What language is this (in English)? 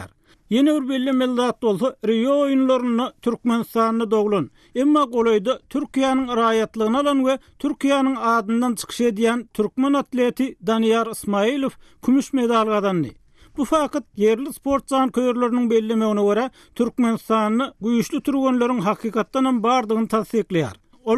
Turkmen